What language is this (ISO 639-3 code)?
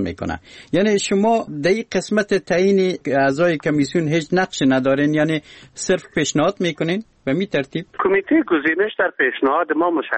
fas